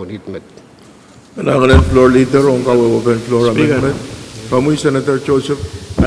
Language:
Pohnpeian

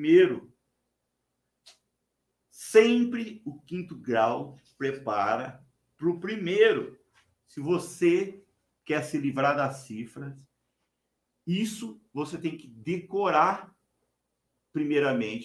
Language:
Portuguese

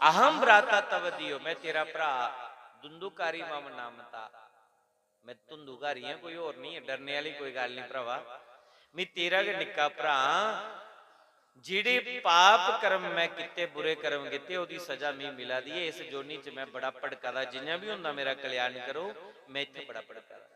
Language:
Dogri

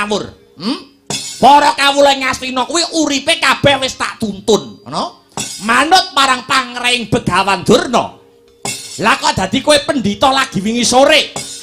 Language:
Javanese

